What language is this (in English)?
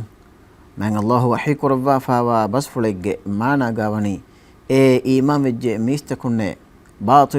Divehi